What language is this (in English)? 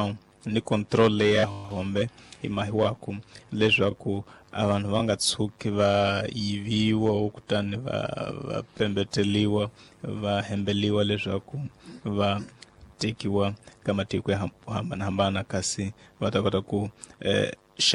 Tsonga